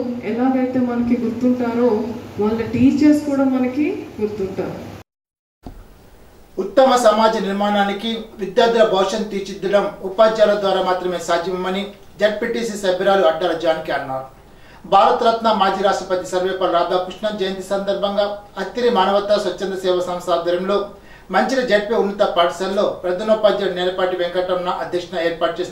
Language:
Telugu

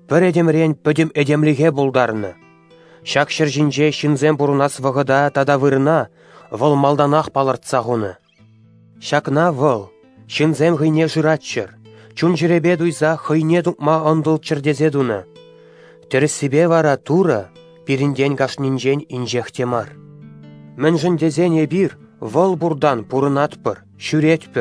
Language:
Chuvash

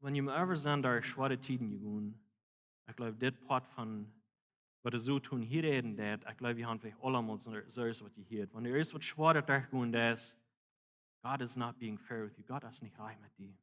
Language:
Plautdietsch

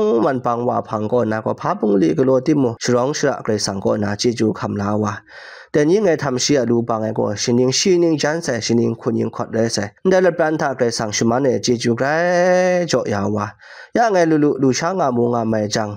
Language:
Kachin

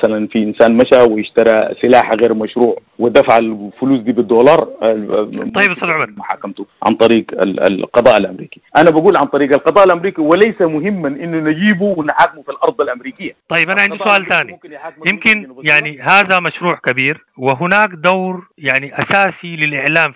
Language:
Sudanese Arabic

